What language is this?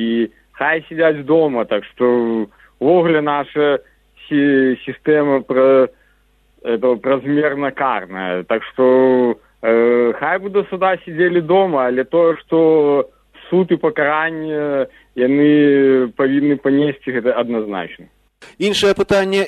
Belarusian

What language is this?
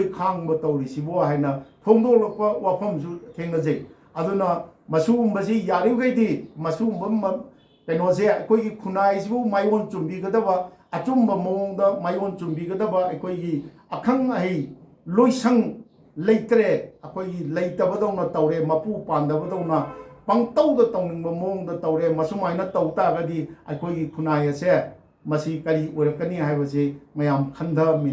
Manipuri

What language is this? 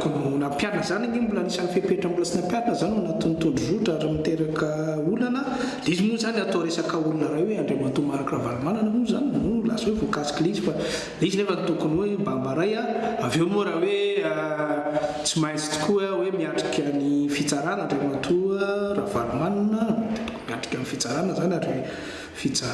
Malagasy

